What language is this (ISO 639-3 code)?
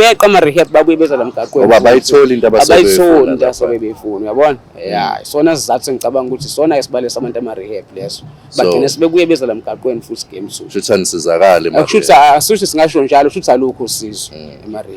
zul